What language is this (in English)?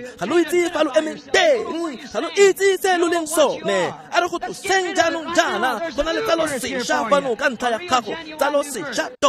Tswana